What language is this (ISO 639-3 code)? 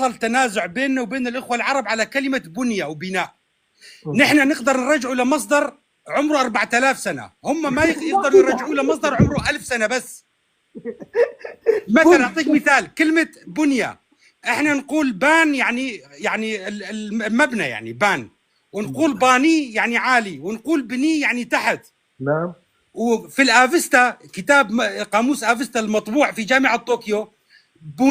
apc